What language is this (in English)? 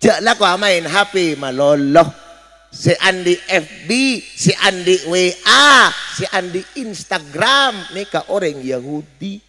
Madurese